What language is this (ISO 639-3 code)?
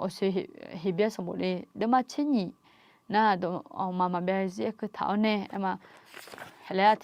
ahk